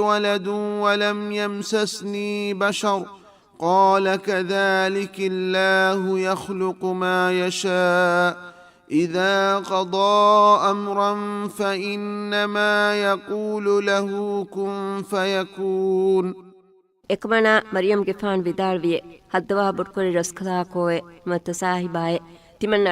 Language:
Divehi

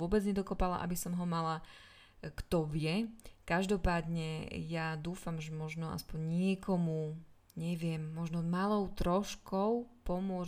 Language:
Slovak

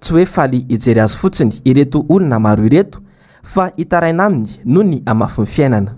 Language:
Malagasy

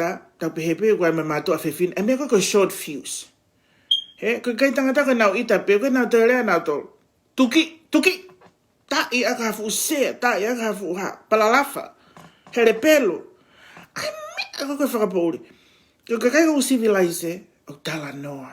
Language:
Tongan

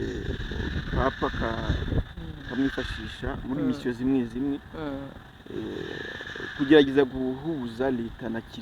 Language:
Kinyarwanda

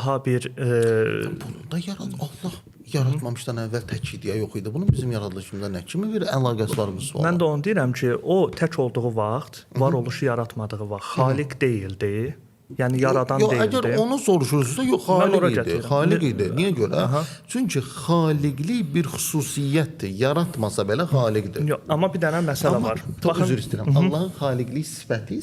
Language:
Azerbaijani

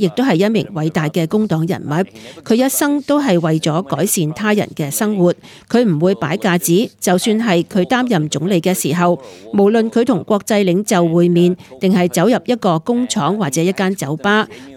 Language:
Cantonese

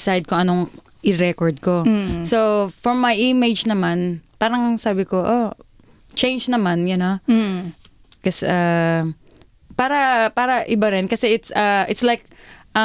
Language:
Filipino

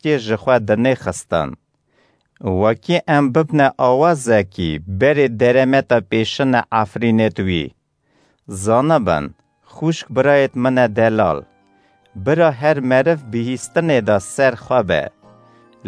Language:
Kurdish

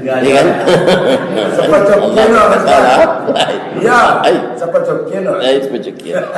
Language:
Minangkabau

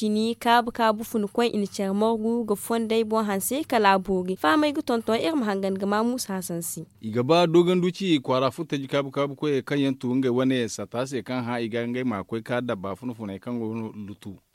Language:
Zarma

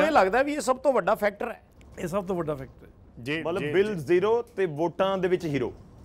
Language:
Punjabi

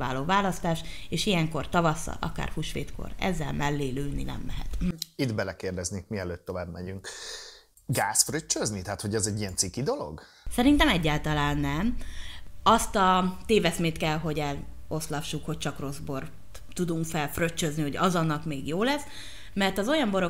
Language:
Hungarian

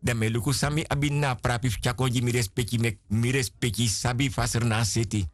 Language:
Sranan Tongo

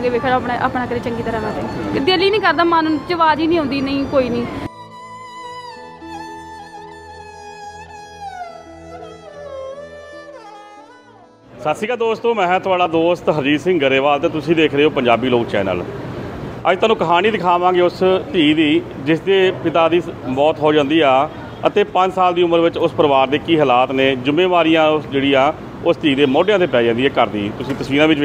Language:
Punjabi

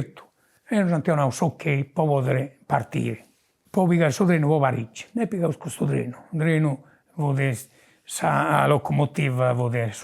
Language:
Sardinian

